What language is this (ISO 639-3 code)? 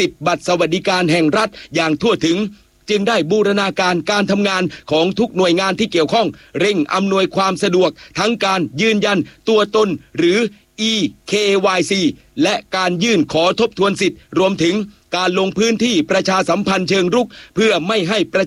tha